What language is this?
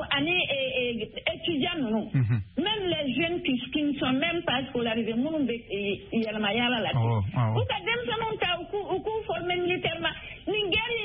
Bambara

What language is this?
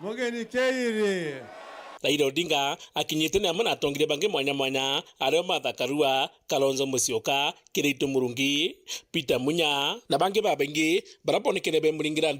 Meru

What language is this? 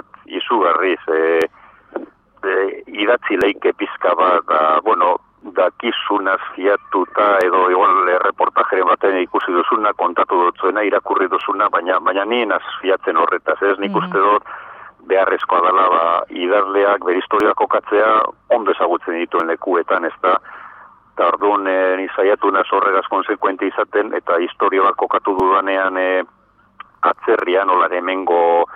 Basque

